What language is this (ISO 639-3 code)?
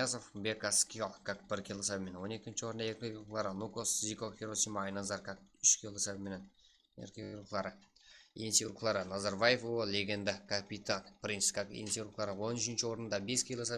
kaa